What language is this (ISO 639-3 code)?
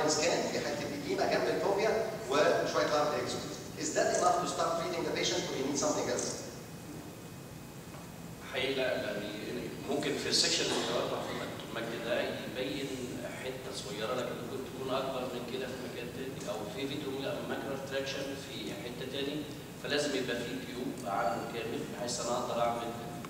arz